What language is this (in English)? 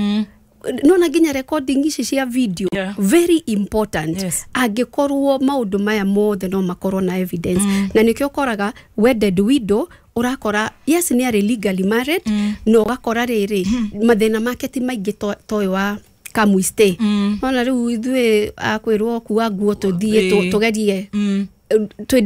Kikuyu